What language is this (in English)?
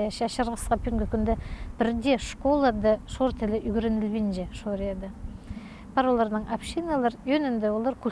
Khakas